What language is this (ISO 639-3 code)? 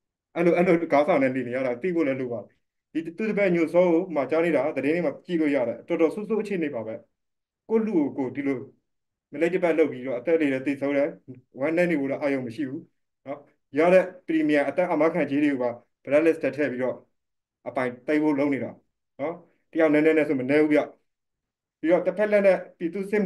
mya